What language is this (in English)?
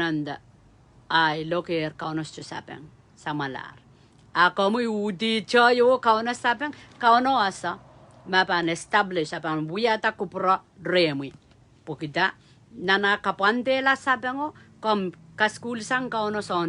Pohnpeian